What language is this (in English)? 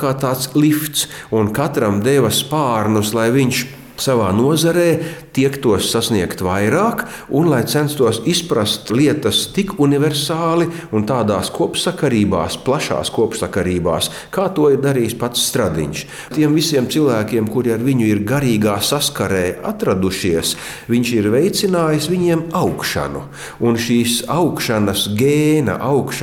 Latvian